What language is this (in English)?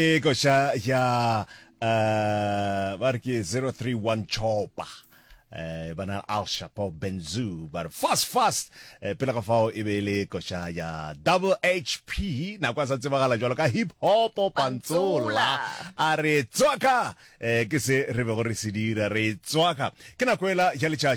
Northern Sotho